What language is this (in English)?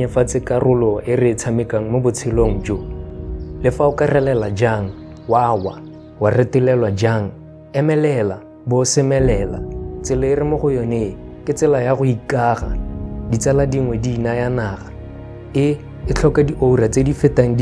Tswana